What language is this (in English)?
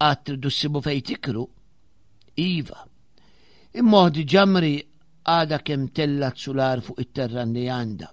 Maltese